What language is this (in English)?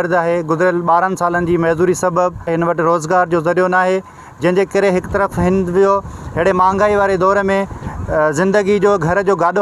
Sindhi